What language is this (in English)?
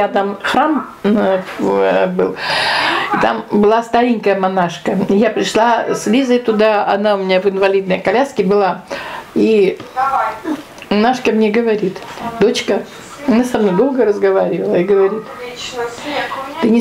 Russian